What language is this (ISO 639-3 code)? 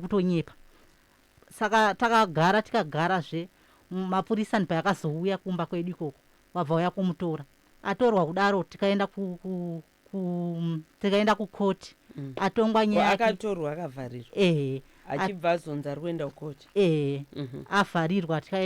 sna